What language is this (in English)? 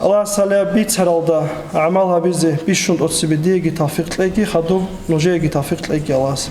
Avaric